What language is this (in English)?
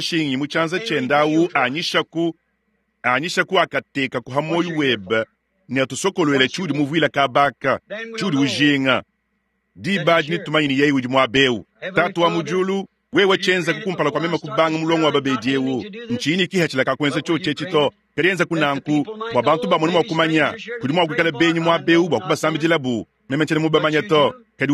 Luba-Lulua